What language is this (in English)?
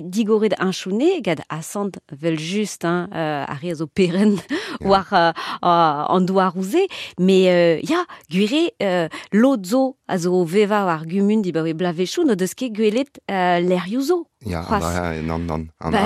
Breton